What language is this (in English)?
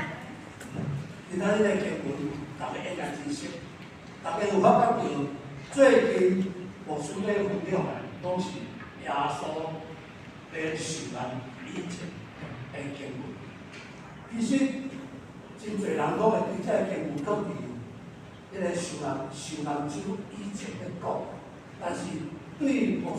Min Nan Chinese